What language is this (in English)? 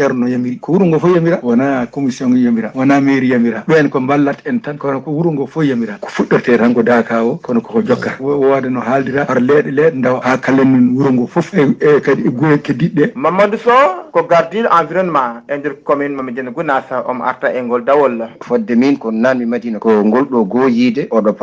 Fula